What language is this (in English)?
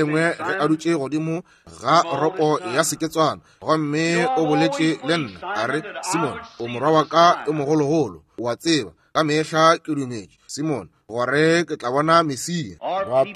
Northern Sotho